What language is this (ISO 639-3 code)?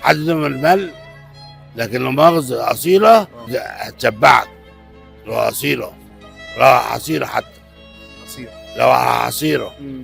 arz